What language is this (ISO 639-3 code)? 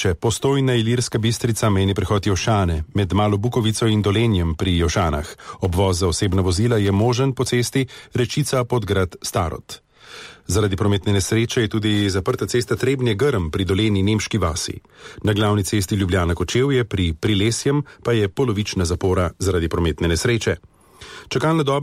slv